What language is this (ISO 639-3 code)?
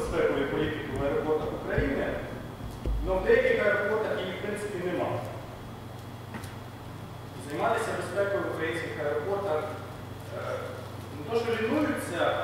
ukr